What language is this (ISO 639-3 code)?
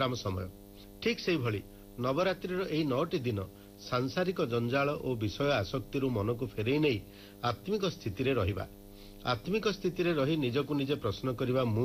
ori